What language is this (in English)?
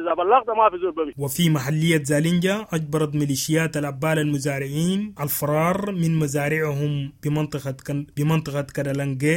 Sudanese Arabic